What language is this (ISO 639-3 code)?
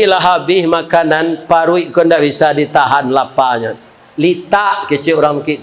min